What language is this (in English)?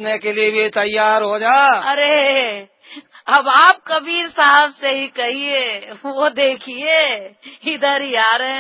Hindi